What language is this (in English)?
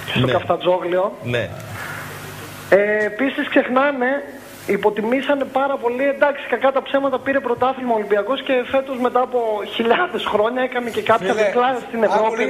Greek